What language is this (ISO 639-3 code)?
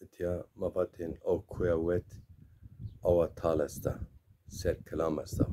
zza